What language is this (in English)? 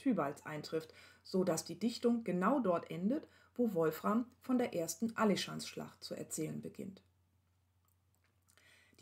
German